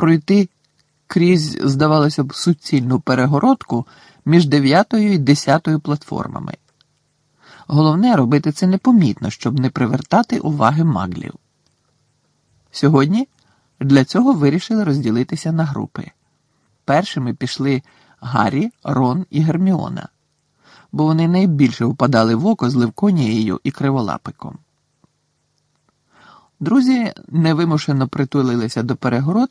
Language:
Ukrainian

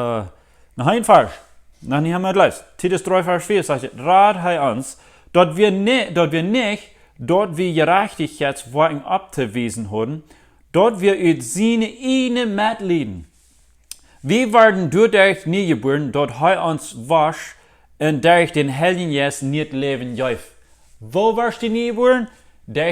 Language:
Plautdietsch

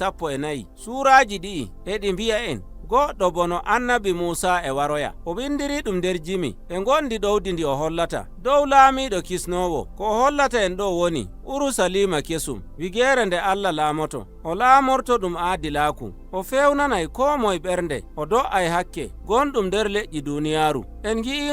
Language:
Nigerian Fulfulde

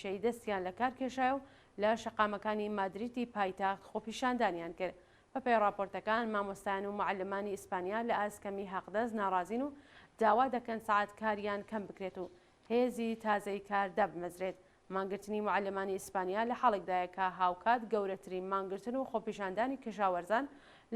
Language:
Central Kurdish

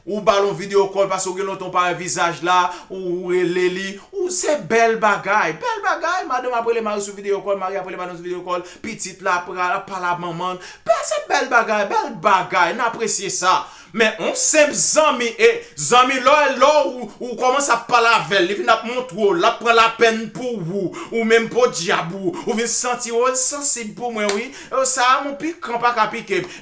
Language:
Haitian Creole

